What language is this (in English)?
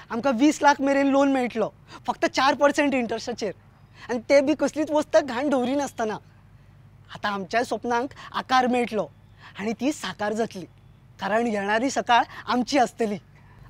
Konkani